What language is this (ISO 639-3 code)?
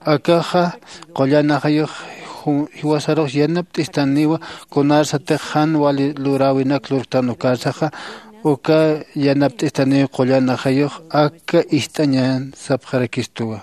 aym